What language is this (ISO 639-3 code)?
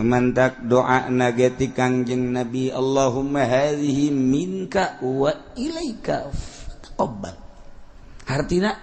sun